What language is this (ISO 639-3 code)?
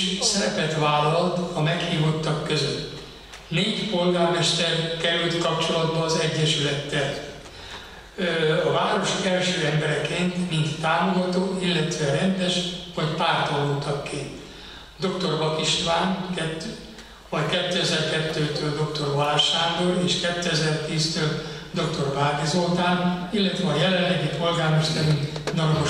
hun